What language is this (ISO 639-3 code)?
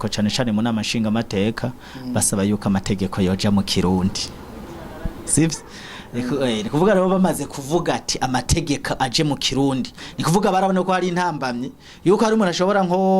run